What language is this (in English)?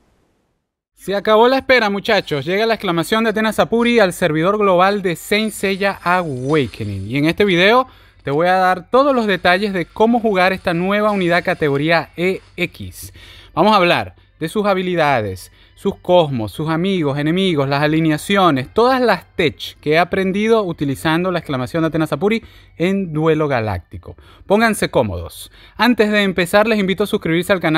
Spanish